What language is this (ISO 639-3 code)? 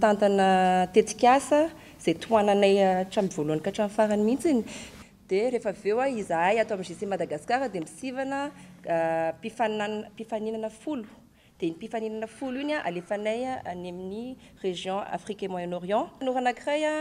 mlg